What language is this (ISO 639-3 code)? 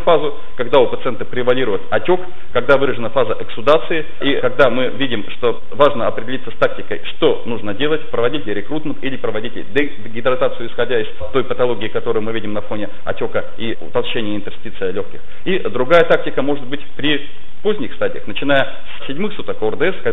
rus